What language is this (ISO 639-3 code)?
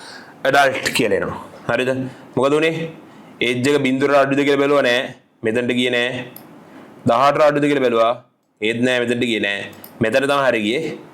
sin